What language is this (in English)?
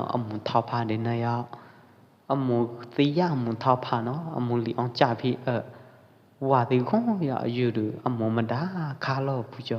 Pwo Eastern Karen